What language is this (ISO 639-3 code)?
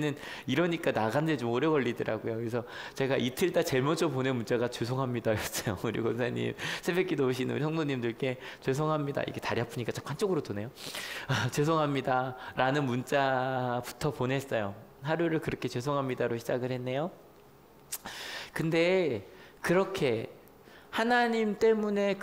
kor